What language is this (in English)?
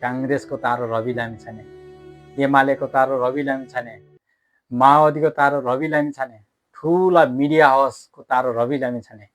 Nepali